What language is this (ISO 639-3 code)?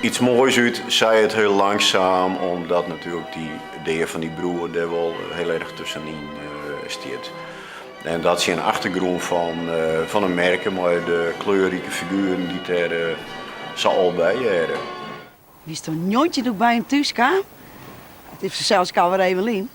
fry